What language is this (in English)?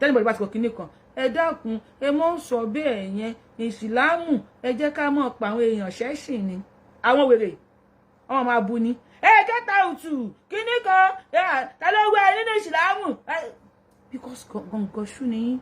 Yoruba